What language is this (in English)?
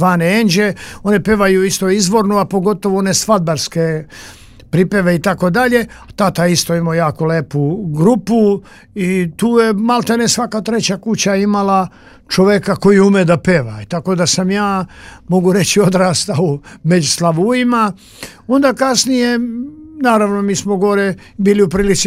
Serbian